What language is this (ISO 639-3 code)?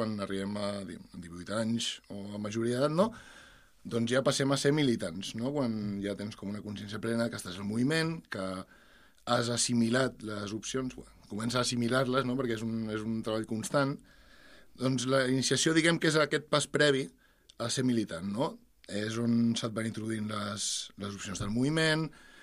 cat